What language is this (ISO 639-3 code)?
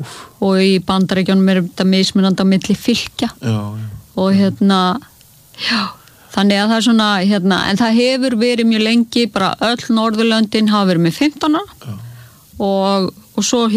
isl